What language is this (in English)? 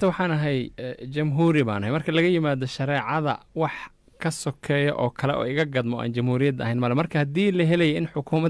Somali